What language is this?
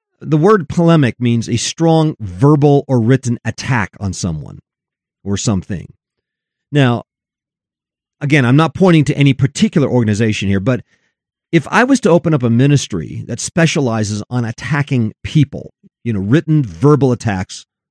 English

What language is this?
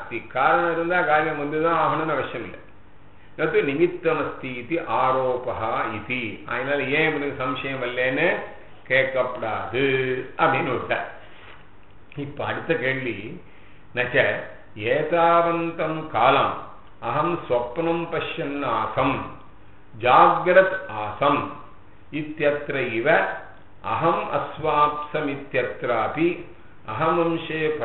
Tamil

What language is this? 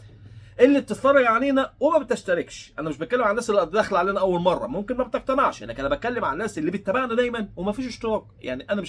Egyptian Arabic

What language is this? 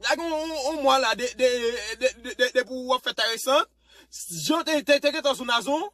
Haitian Creole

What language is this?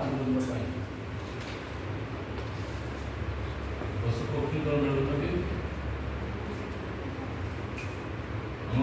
Odia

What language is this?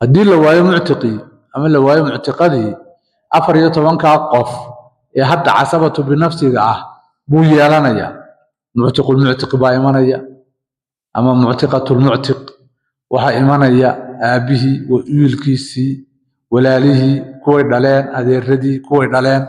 Somali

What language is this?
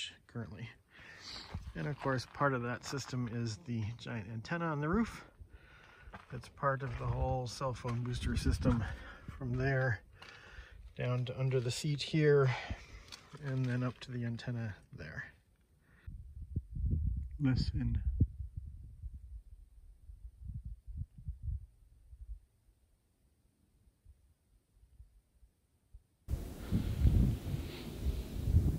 English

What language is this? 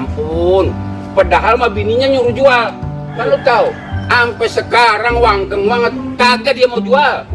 Betawi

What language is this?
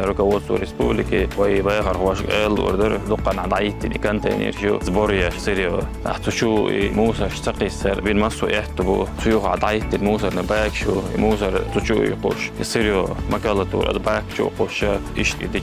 Chechen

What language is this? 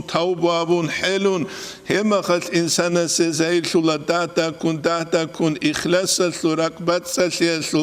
Avaric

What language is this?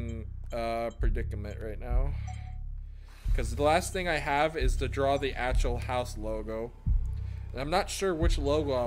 English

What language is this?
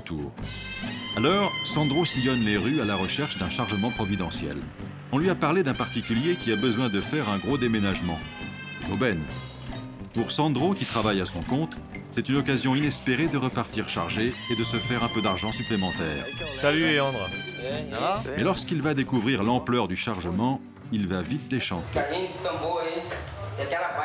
French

